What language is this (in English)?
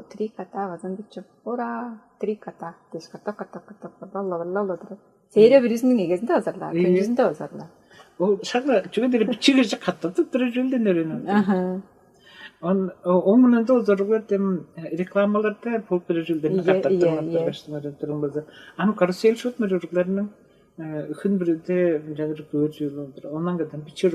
Tuvinian